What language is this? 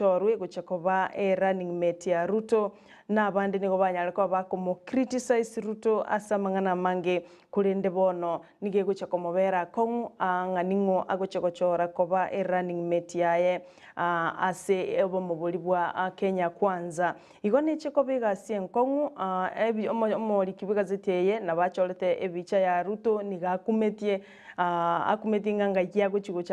Gusii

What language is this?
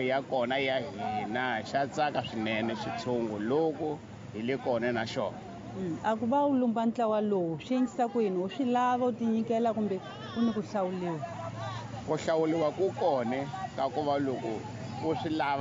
Tsonga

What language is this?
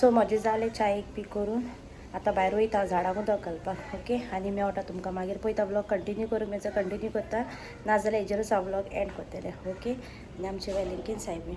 Konkani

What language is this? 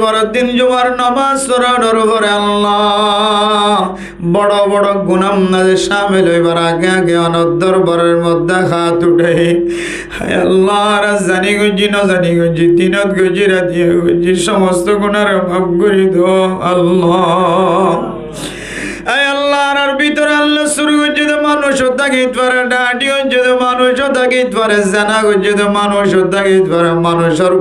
Rohingya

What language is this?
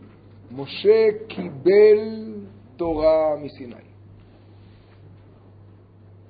Hebrew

